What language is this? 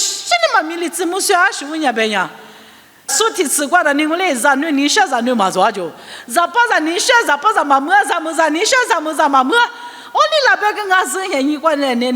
Lisu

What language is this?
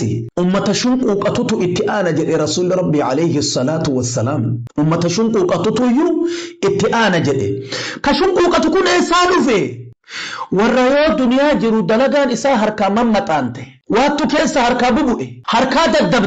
Oromo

